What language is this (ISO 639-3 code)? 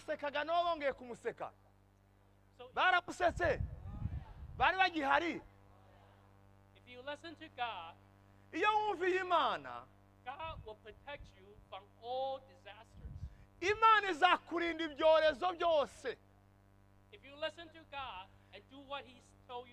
kin